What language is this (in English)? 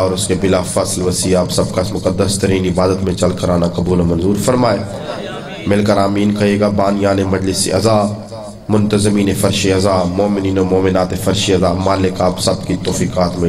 Urdu